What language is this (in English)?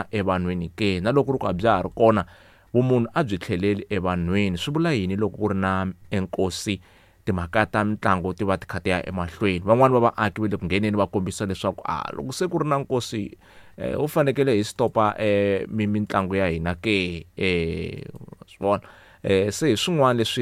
Tsonga